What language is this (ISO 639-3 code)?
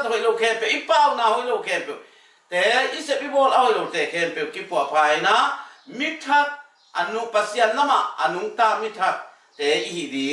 ctd